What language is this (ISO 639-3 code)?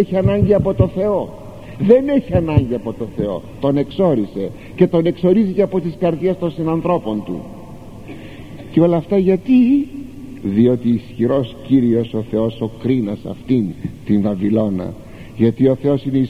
ell